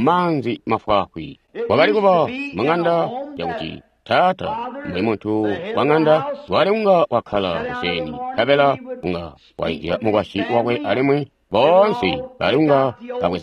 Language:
Tonga (Zambia)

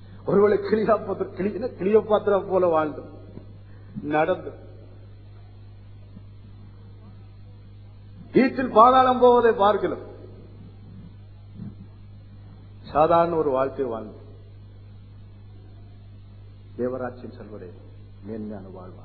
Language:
Tamil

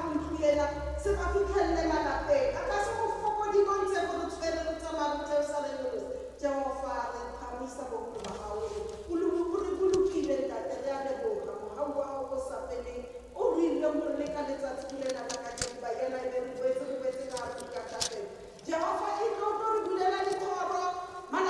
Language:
Tswana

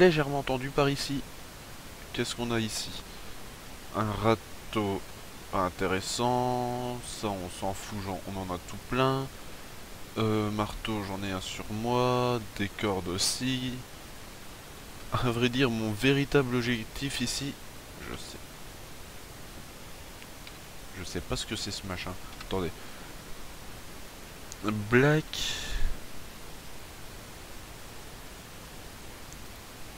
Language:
French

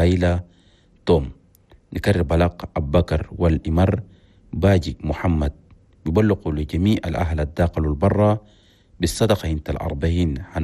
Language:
Chadian Arabic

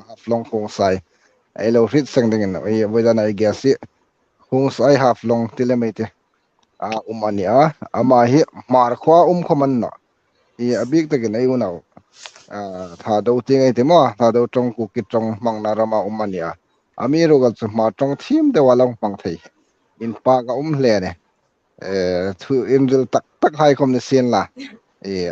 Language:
Hmar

